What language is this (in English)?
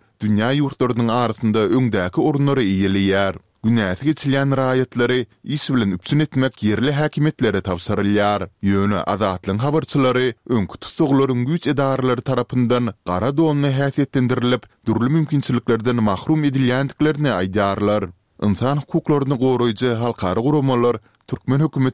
Turkmen